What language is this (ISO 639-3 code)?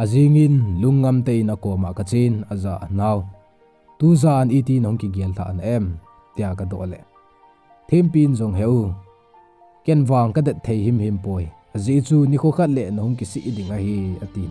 tcz